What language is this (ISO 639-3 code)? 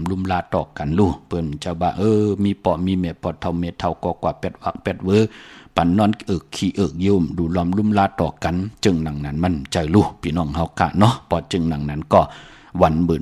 shn